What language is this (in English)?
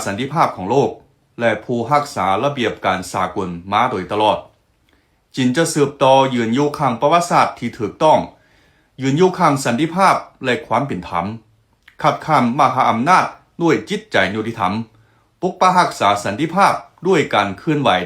Lao